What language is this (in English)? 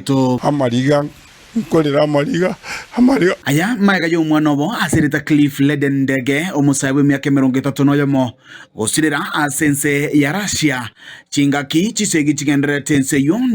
Gusii